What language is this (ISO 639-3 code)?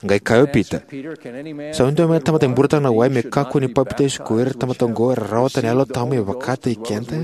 fij